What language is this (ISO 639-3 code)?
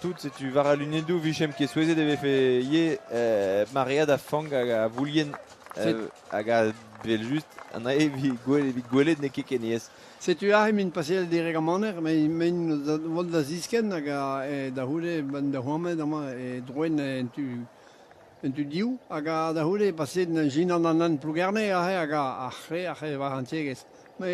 bre